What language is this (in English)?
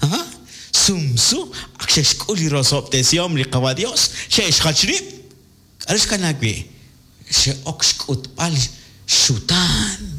Kekchí